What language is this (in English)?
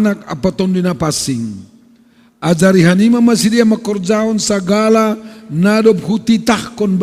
Batak Simalungun